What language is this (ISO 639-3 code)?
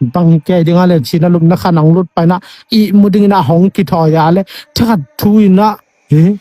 ctd